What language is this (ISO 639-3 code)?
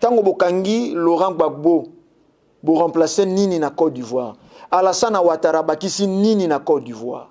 lin